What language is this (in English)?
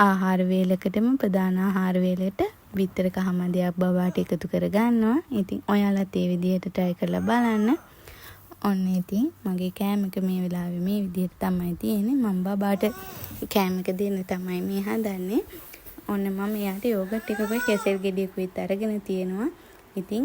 Sinhala